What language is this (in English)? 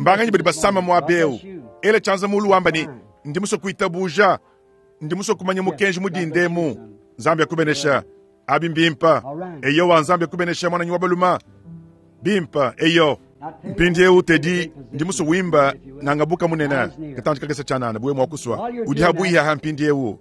Luba-Lulua